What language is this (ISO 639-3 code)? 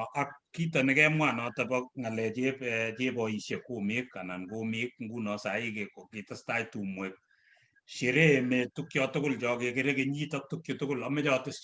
kln